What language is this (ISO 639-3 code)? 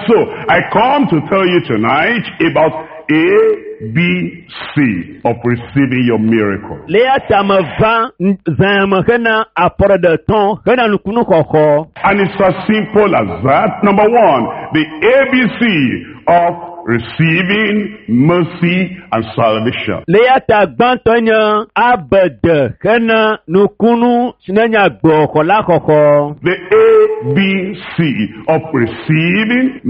ewe